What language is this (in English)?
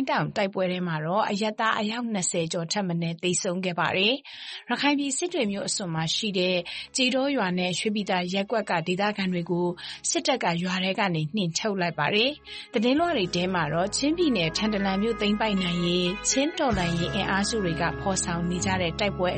Burmese